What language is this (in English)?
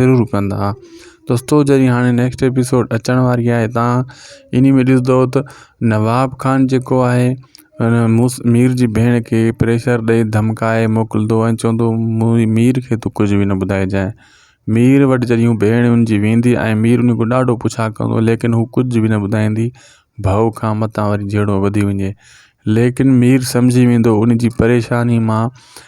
Sindhi